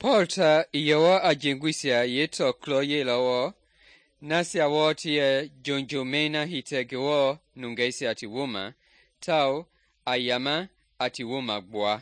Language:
Mende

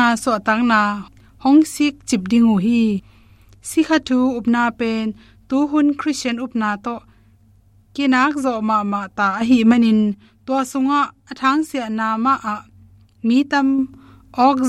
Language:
Tedim Chin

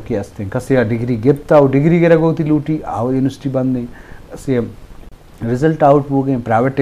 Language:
Eastern Balochi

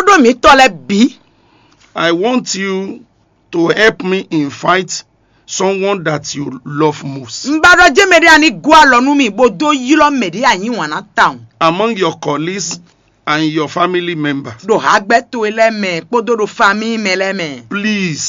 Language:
Fon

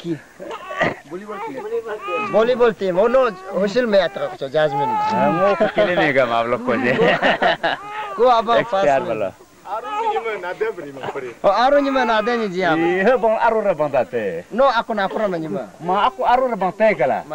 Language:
Malay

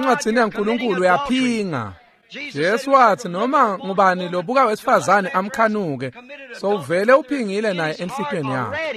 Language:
Swati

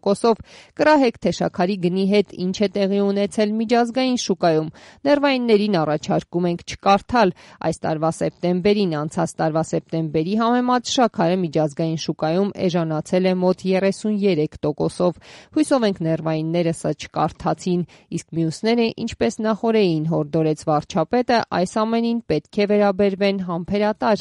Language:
Armenian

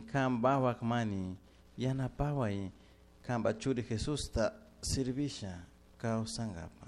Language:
Chimborazo Highland Quichua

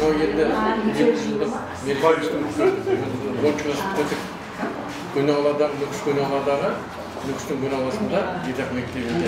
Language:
Kara-Kalpak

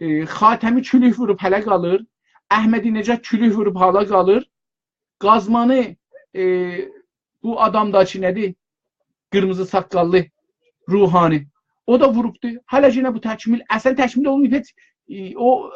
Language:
South Azerbaijani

